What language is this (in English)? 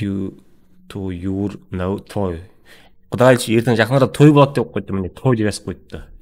Kara-Kalpak